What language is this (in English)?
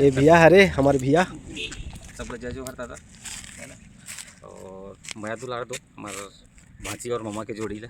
Chhattisgarhi